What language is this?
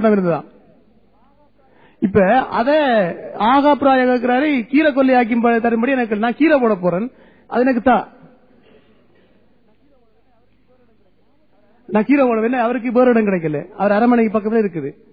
Tamil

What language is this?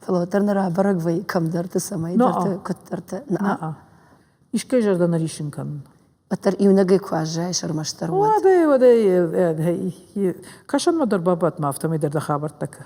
Ossetic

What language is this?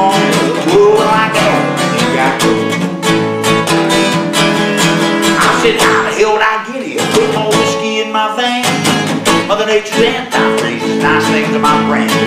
English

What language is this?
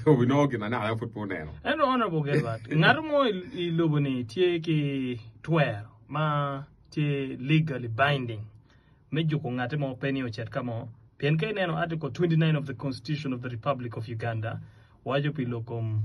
Acoli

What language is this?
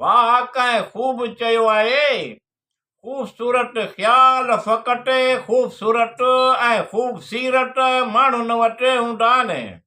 Sindhi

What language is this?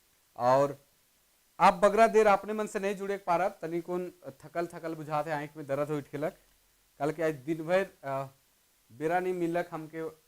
Sadri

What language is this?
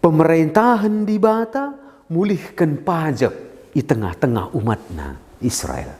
Batak Karo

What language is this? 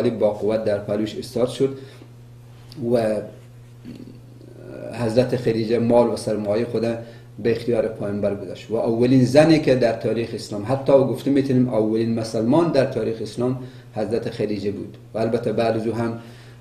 Persian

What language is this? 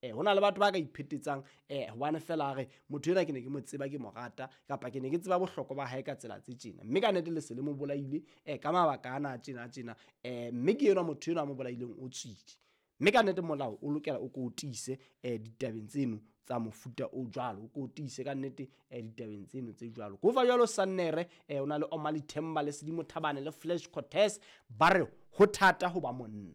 Southern Sotho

